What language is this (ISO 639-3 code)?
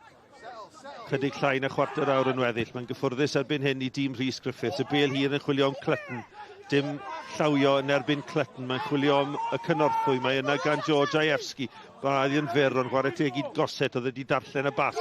cym